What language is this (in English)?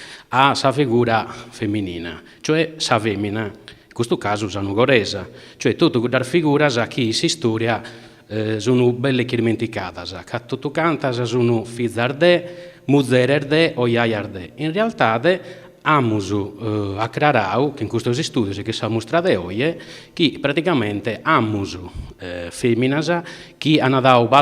Sardinian